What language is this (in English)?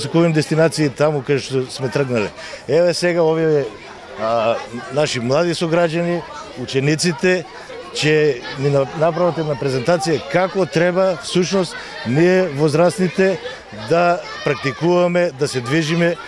Macedonian